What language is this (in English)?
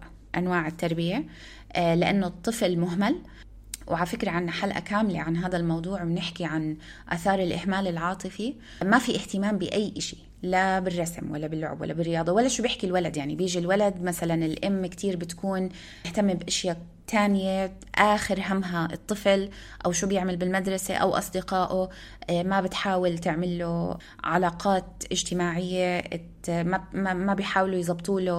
North Levantine Arabic